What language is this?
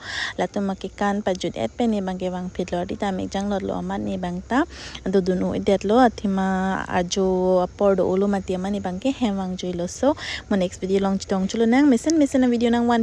Karbi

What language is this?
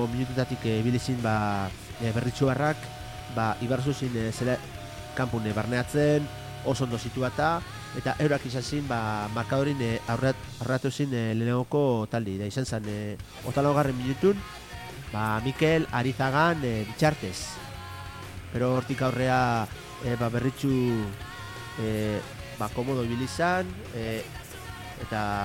Basque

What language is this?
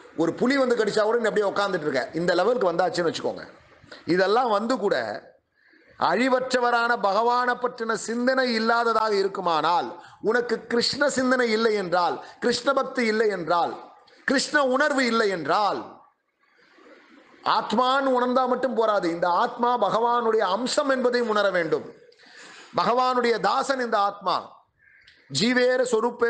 Tamil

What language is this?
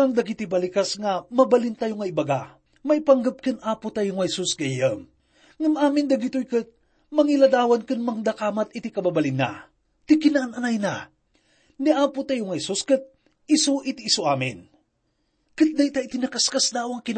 Iloko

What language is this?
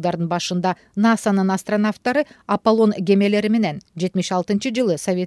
Kyrgyz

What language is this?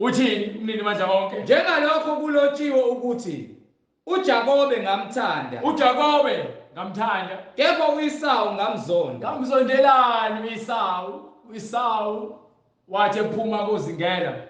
Zulu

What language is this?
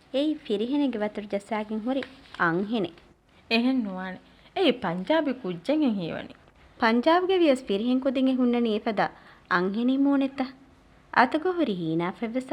Divehi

